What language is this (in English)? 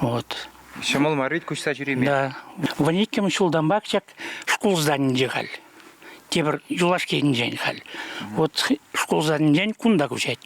Chuvash